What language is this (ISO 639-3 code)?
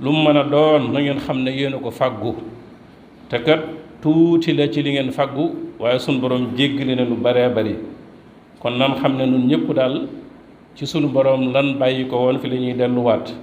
wol